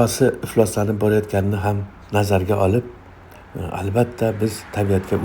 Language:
Uzbek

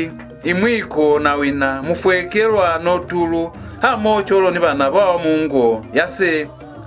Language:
Lozi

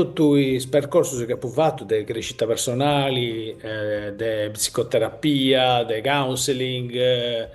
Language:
Sardinian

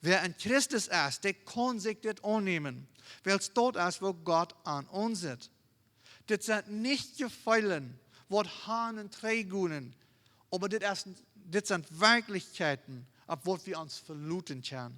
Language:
Plautdietsch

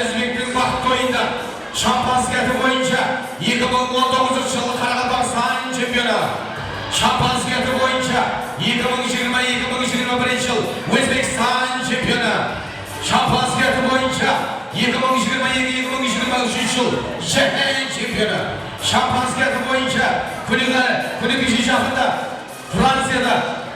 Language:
Kara-Kalpak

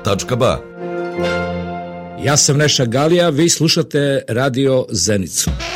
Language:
Bosnian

